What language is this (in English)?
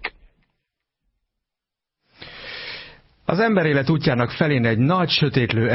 Hungarian